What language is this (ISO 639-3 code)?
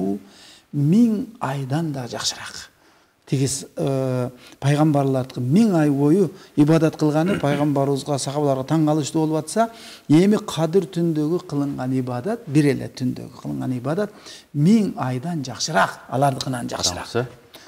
kir